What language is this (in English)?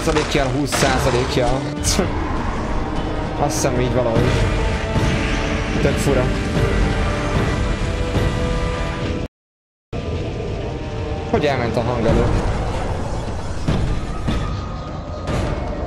Hungarian